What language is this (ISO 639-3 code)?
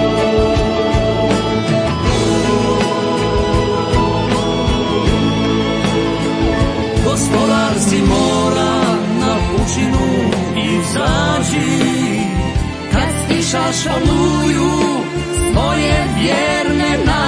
hrv